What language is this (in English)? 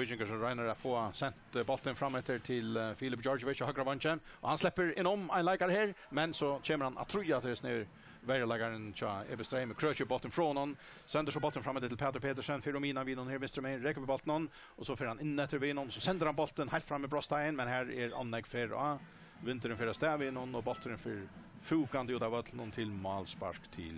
Faroese